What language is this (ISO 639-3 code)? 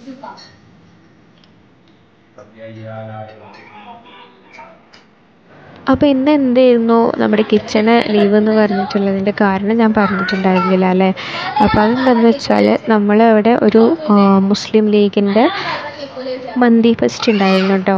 mal